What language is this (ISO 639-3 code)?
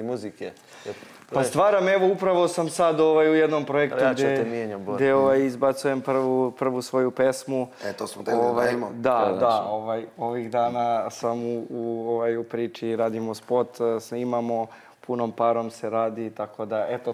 srp